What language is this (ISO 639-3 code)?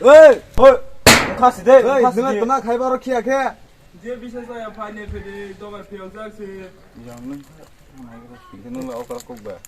trp